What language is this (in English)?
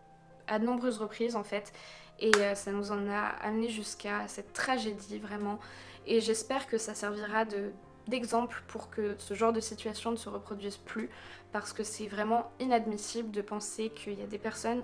French